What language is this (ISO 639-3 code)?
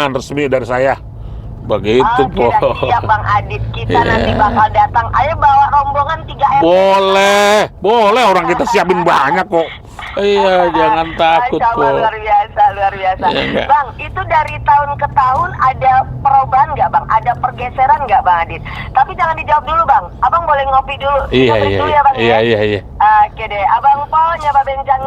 bew